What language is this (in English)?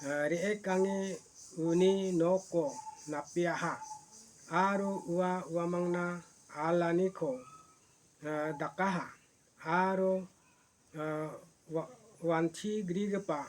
Garo